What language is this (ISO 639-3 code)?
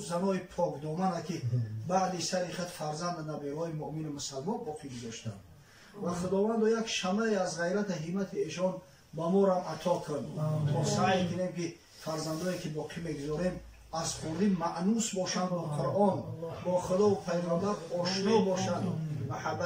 tgk